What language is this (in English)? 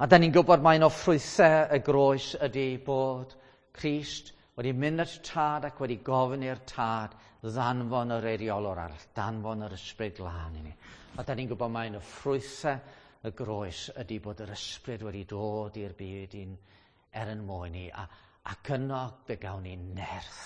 Welsh